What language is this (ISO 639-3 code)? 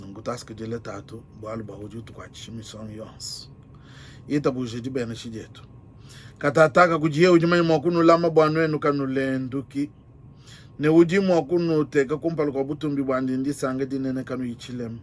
lua